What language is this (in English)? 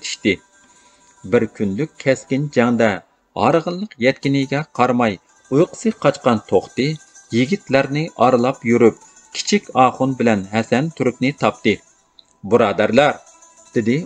Uyghur